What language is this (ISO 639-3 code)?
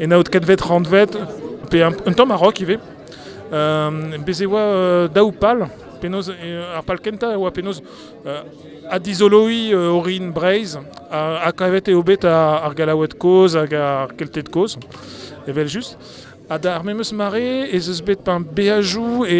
bre